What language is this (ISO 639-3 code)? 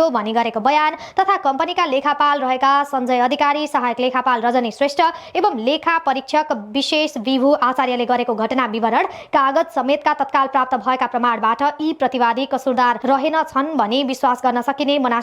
nep